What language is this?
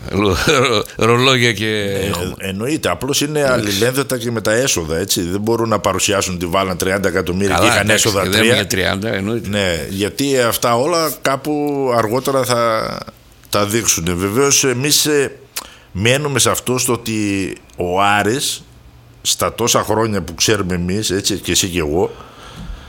Greek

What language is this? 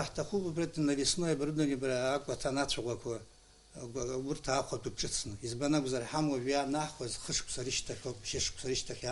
Abkhazian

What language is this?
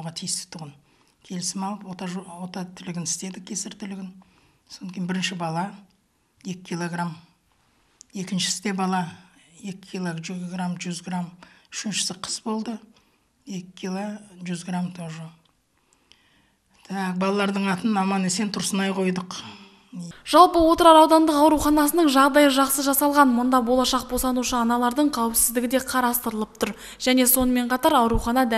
Kazakh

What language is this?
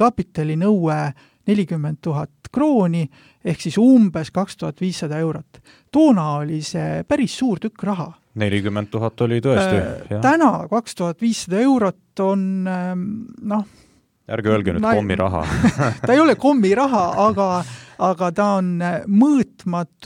Estonian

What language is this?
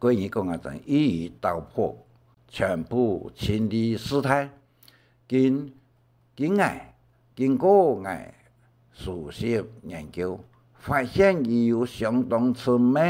Hakka Chinese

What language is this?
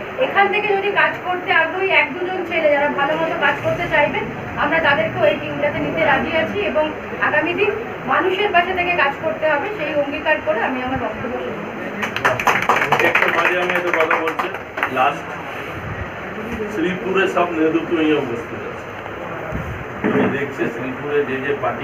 Bangla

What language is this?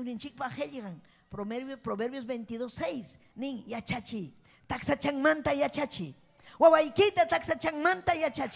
Ayacucho Quechua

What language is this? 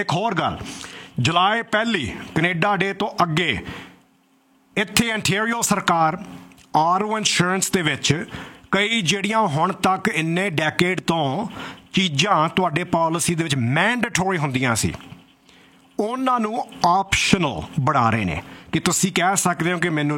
Punjabi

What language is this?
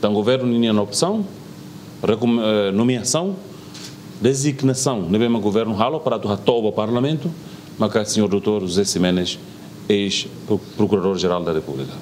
Tetum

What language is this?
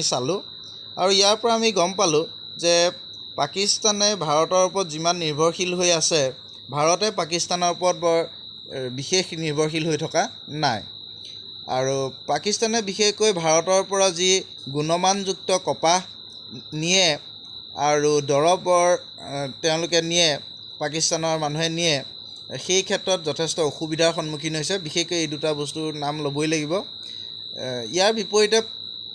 Assamese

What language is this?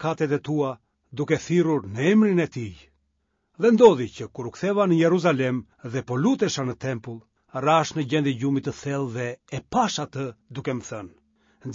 Albanian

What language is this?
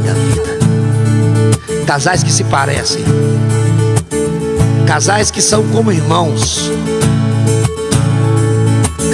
Portuguese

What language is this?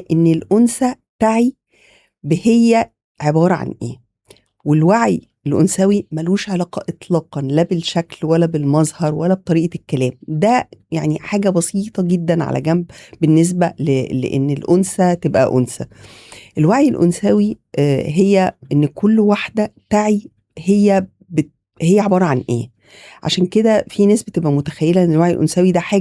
Egyptian Arabic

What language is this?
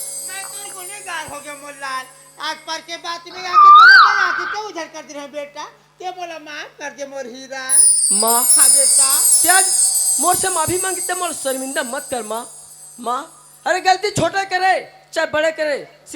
Chhattisgarhi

